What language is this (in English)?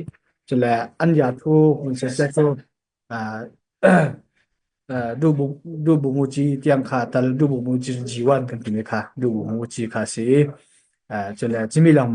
Falam Chin